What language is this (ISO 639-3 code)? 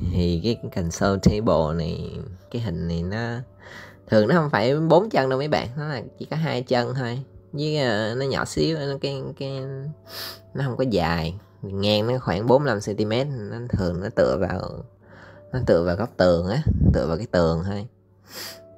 vie